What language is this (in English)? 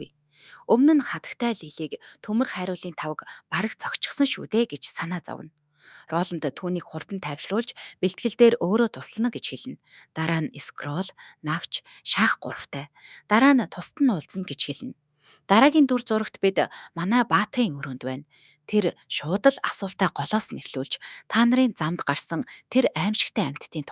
Mongolian